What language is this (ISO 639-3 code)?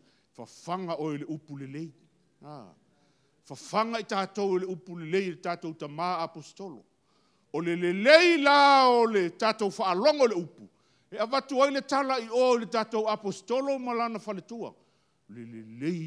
smo